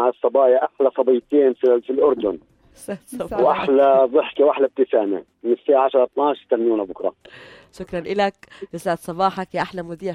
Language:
North Levantine Arabic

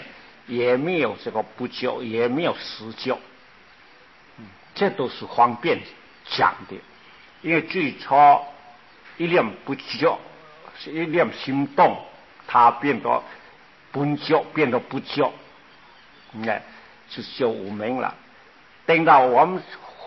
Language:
Chinese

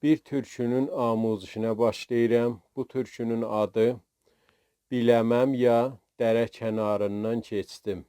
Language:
South Azerbaijani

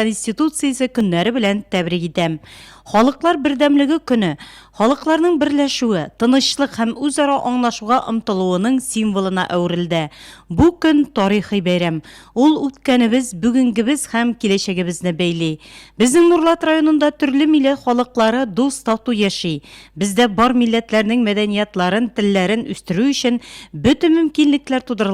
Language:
Tatar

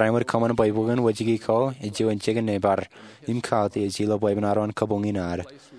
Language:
Marshallese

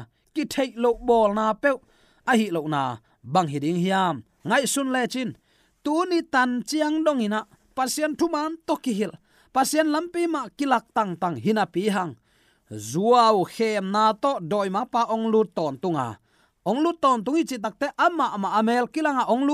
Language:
Tedim Chin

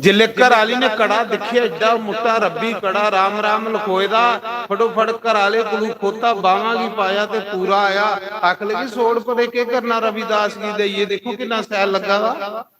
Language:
Dogri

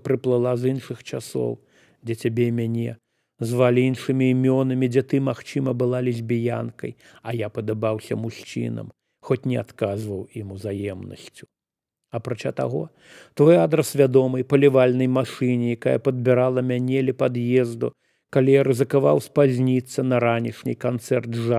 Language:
Belarusian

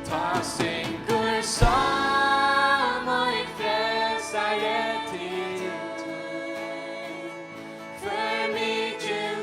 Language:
Faroese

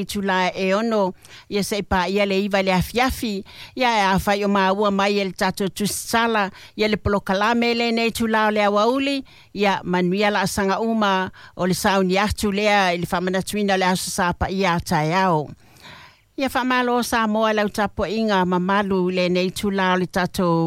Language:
Samoan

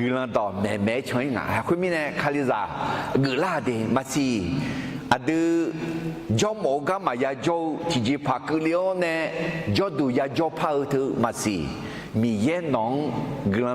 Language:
Akha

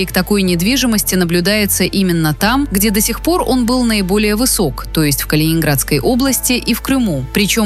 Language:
Russian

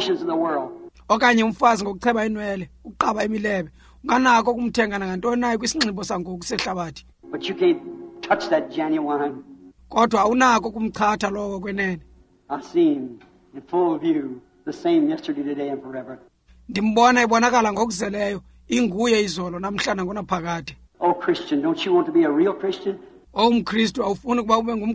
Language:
Xhosa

